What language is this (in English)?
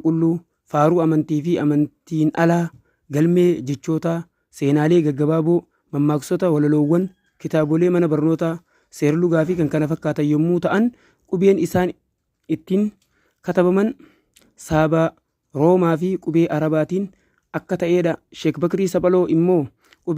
Oromo